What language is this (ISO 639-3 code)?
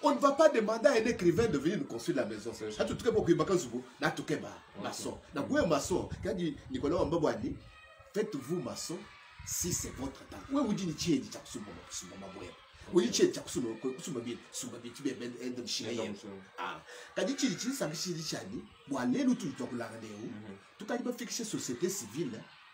lua